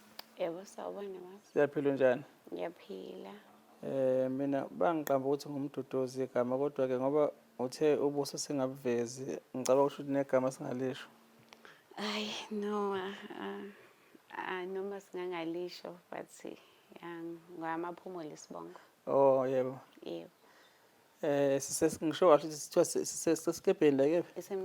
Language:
Zulu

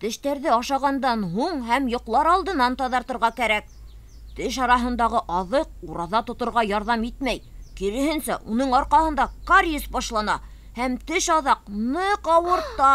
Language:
Bashkir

